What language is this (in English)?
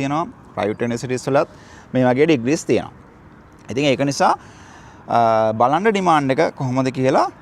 Sinhala